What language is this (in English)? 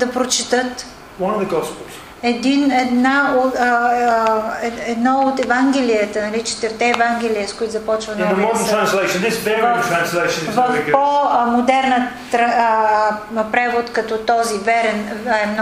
Bulgarian